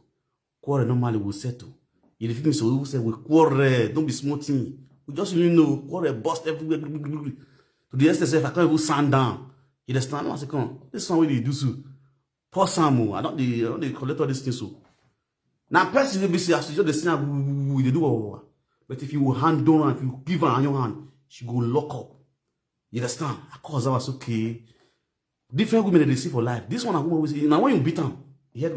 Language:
Nigerian Pidgin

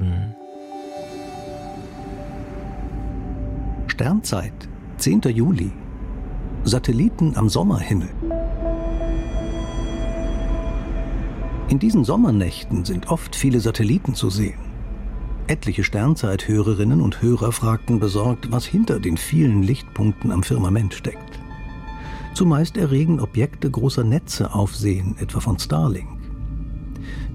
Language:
German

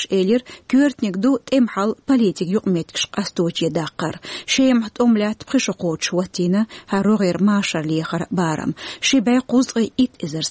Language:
Chechen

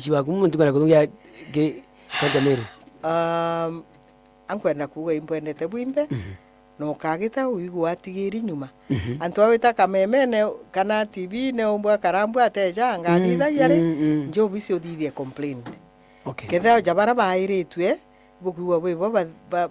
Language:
Meru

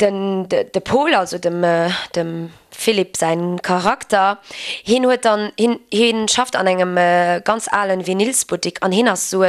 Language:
Luxembourgish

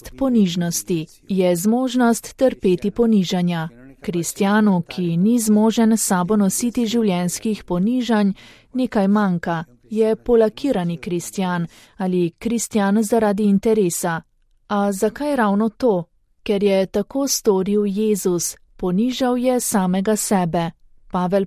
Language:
Slovenian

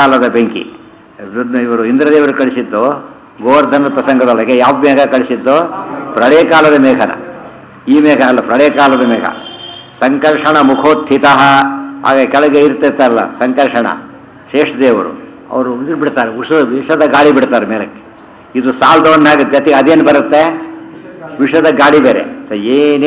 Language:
Kannada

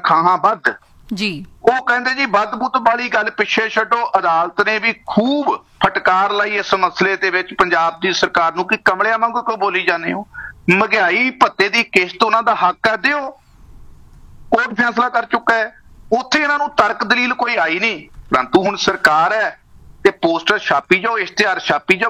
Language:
Punjabi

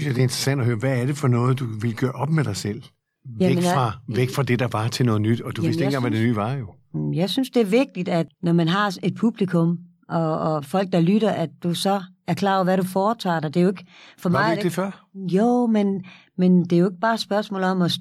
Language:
Danish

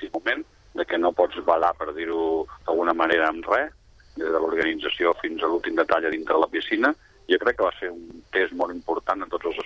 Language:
Catalan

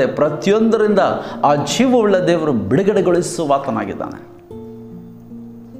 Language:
Kannada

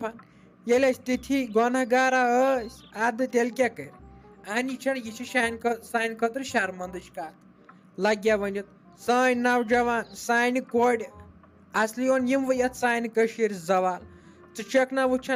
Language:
Kashmiri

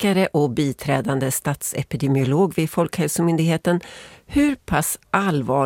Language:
Swedish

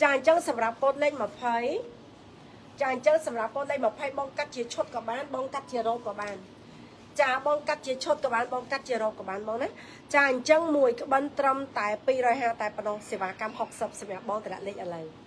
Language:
Khmer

